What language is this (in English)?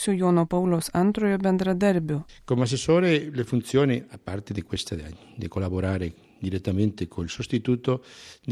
Lithuanian